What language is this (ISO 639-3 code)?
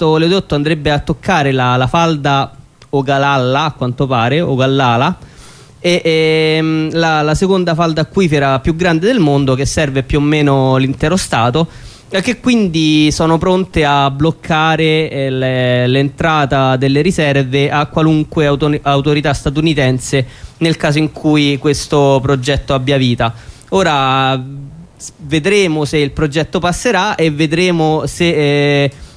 ita